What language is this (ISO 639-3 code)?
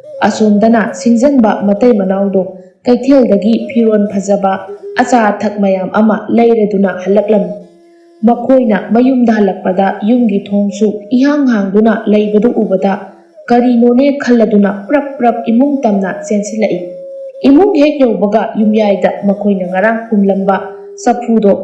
mni